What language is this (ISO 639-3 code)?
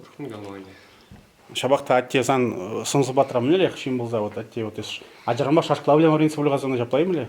chv